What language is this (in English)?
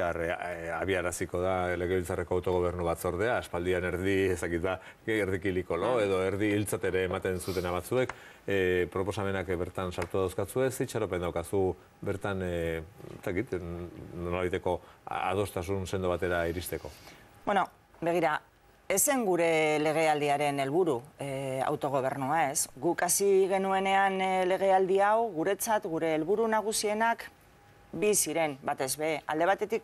Basque